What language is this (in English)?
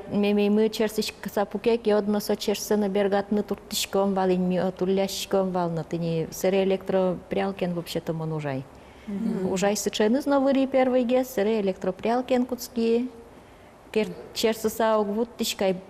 Udmurt